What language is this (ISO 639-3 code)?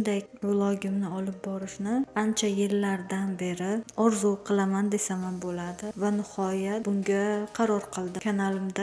uzb